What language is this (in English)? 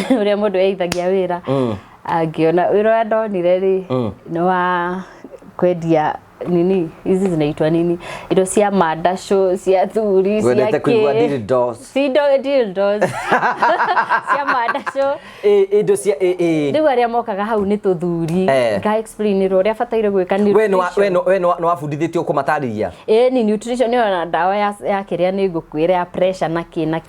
Kikuyu